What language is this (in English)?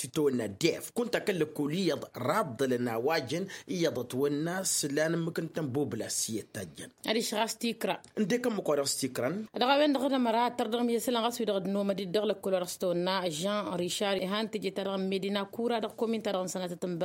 Tamasheq